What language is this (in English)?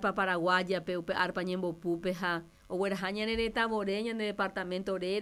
Guarani